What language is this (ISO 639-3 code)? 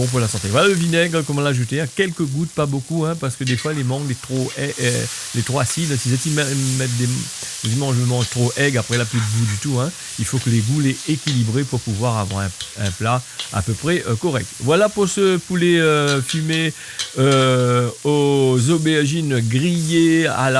rcf